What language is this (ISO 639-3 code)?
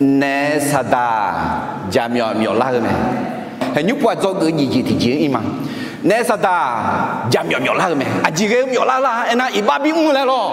ahk